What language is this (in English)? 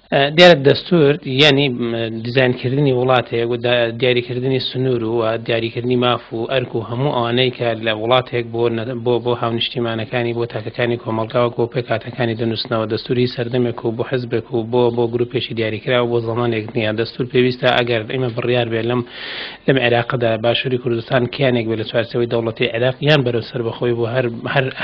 Central Kurdish